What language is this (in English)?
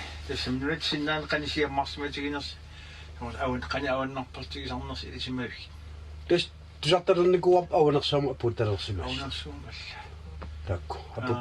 Kalaallisut